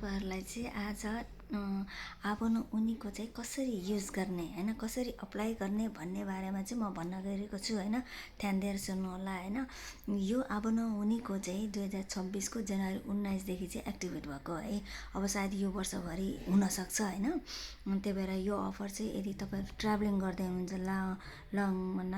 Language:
Nepali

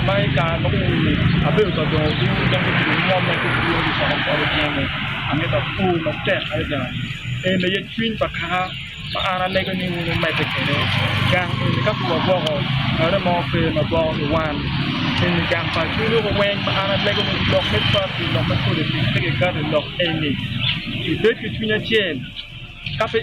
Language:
Acoli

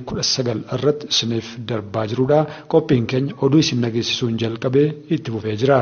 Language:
Oromo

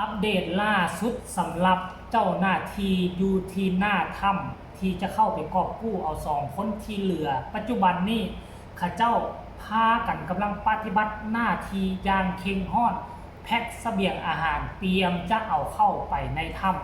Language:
Lao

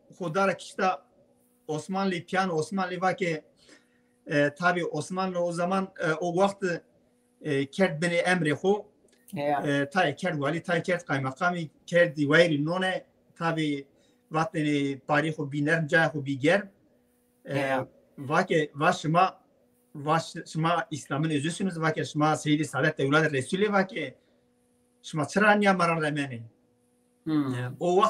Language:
Zaza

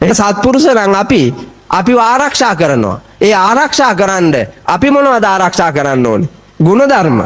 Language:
Sinhala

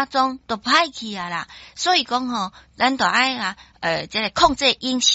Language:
Min Nan Chinese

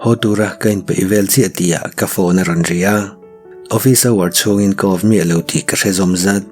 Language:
Mizo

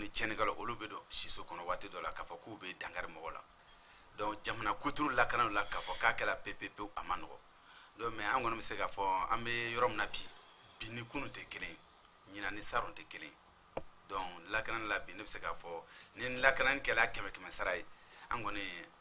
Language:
Bambara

